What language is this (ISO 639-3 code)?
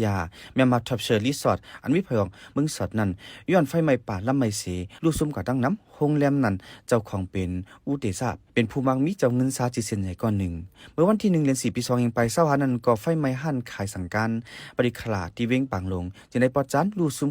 shn